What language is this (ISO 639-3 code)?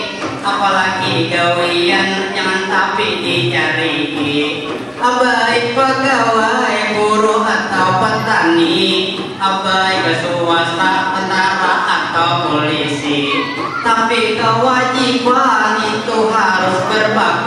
bjn